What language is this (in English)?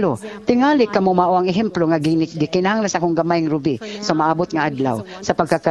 Cebuano